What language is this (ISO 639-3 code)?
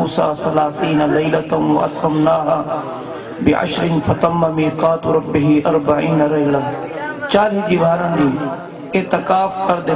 skr